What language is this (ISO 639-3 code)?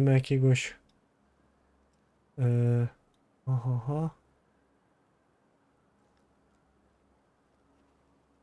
pol